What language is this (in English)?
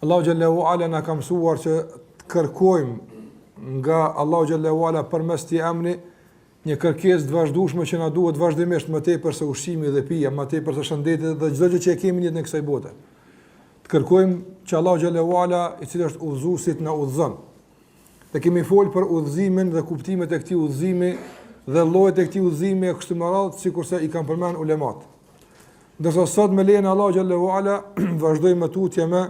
Albanian